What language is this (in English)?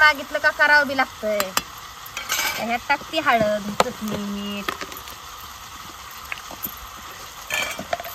Marathi